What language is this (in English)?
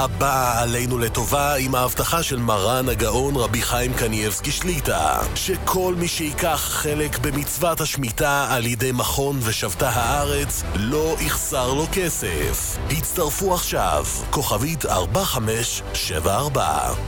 Hebrew